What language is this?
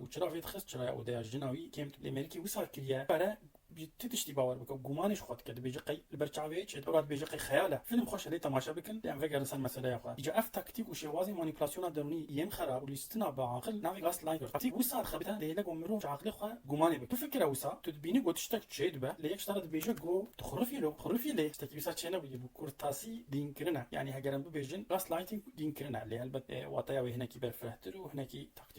Kurdish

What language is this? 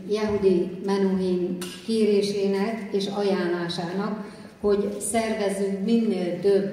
Hungarian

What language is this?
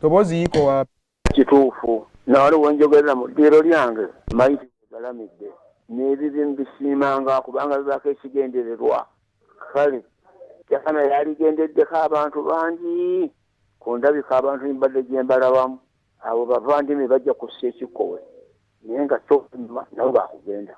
Ganda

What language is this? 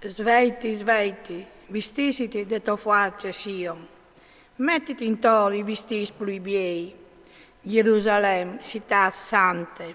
Friulian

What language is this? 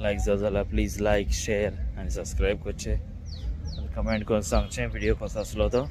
Konkani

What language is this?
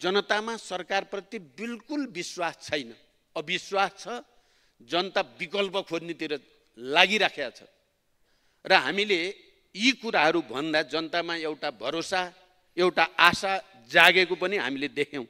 Nepali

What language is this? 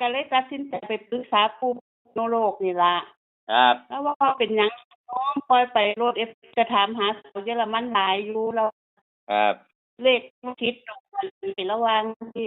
Northeastern Thai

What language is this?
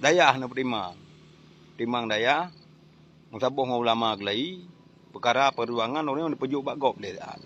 Achinese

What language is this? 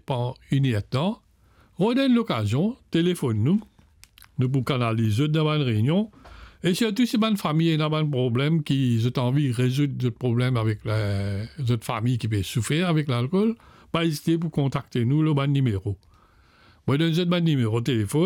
Morisyen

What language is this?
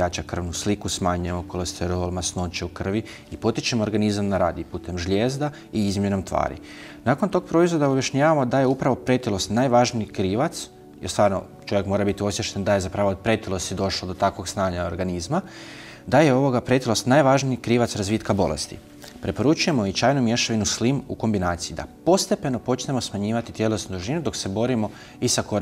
Croatian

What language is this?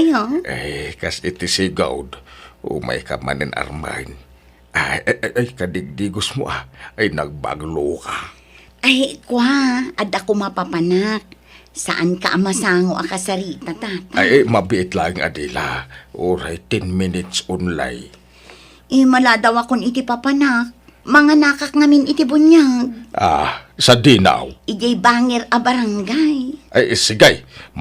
Iloko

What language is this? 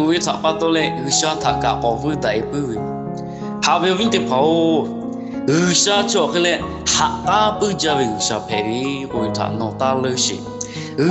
Lahu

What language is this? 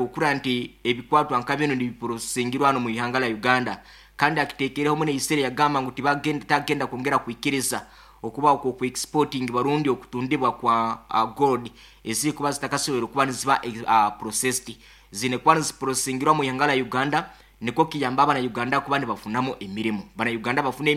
Nyoro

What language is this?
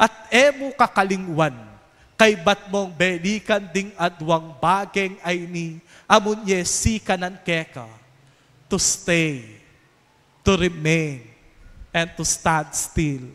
Pampanga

